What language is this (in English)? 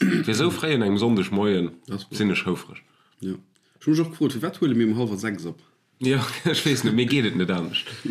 Luxembourgish